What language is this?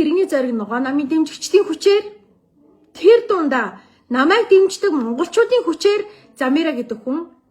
Mongolian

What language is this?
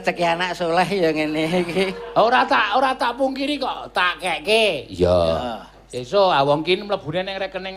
Javanese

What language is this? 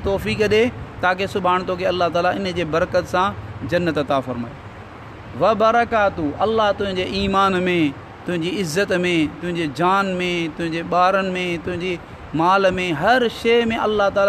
Sindhi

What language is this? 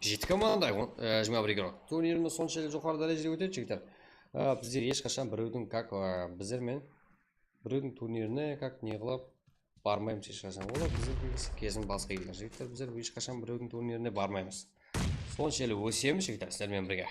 Kara-Kalpak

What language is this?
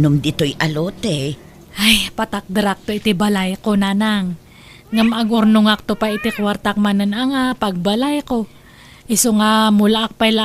Iloko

